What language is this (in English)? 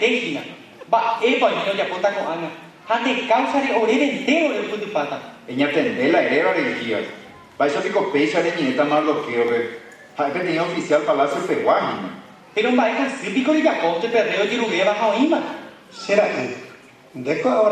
Guarani